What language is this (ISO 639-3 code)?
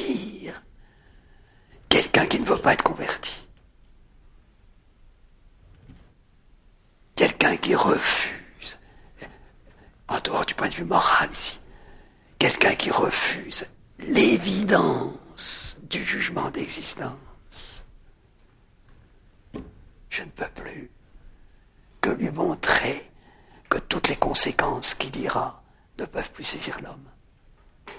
fra